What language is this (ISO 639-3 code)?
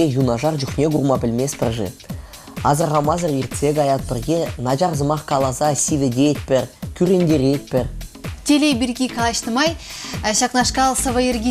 chv